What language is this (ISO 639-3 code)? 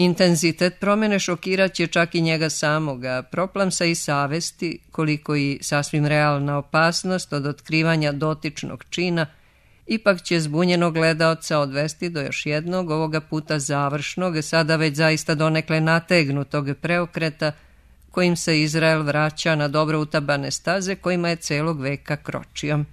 srp